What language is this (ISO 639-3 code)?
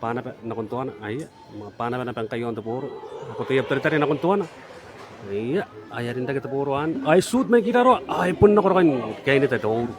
gil